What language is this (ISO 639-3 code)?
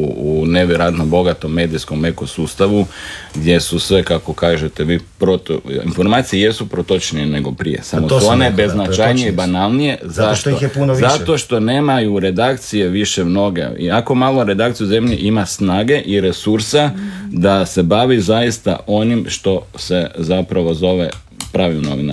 hrv